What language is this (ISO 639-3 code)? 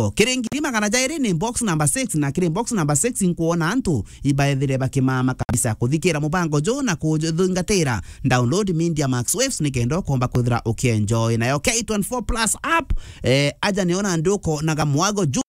mer